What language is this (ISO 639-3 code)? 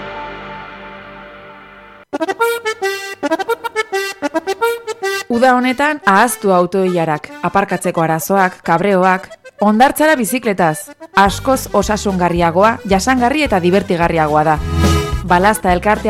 eus